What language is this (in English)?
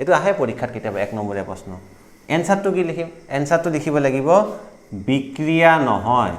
Assamese